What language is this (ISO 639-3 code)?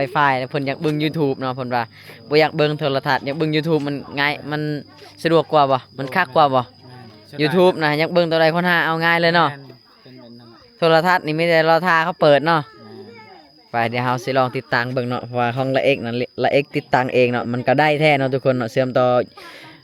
lao